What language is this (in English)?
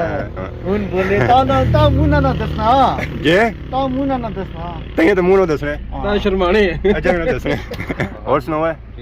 Pahari-Potwari